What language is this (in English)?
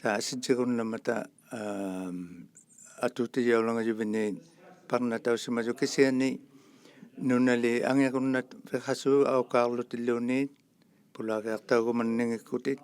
Inuktitut